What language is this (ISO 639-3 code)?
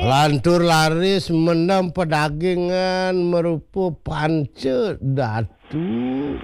ban